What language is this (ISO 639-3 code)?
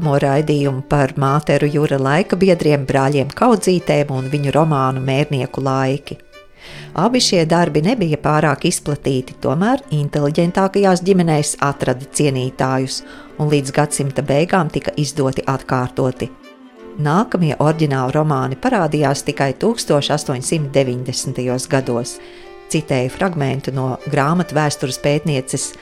lav